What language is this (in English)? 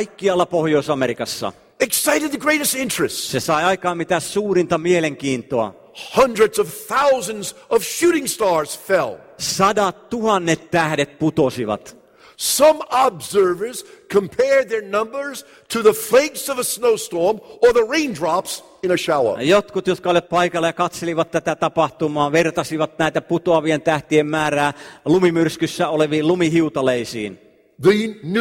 Finnish